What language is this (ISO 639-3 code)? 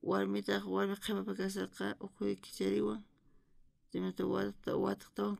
quh